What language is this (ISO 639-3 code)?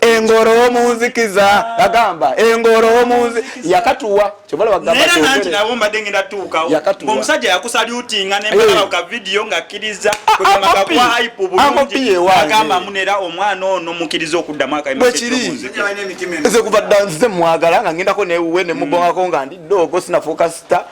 lug